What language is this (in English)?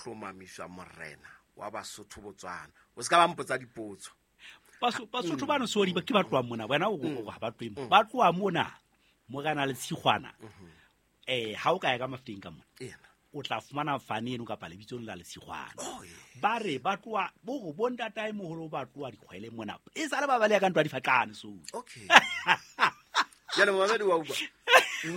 Southern Sotho